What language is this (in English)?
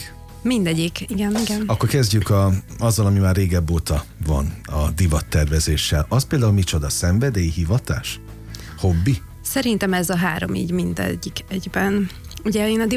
Hungarian